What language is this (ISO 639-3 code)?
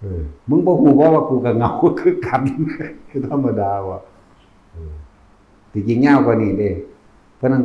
tts